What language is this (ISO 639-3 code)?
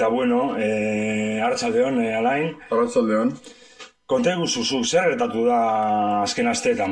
eus